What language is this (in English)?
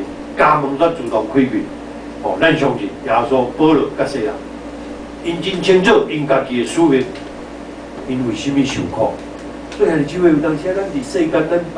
Min Nan Chinese